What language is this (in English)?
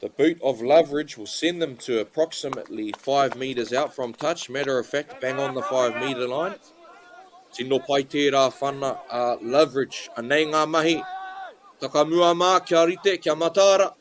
Māori